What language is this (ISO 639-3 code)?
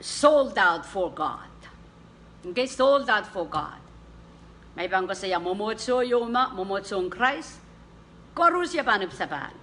pon